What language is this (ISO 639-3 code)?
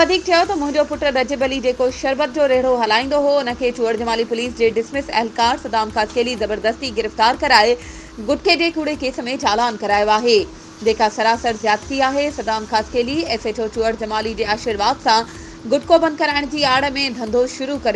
snd